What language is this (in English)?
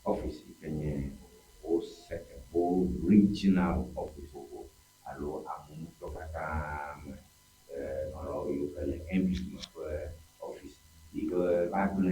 Ewe